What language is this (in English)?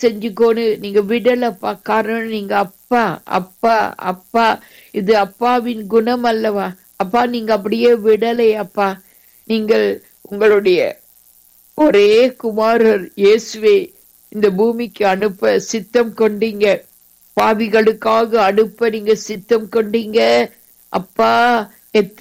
Tamil